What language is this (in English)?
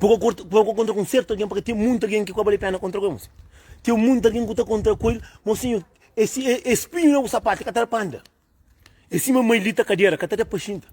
Kabuverdianu